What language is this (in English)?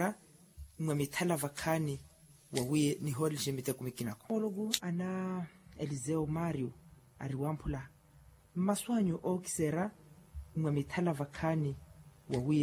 Makhuwa